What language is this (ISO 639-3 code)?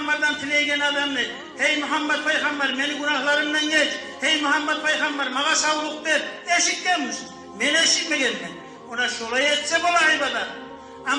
kum